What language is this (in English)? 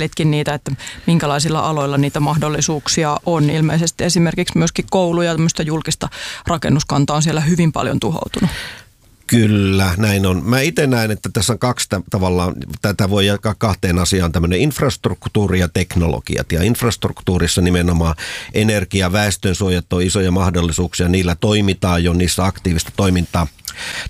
Finnish